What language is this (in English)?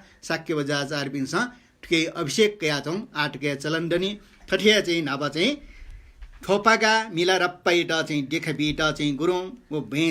Newari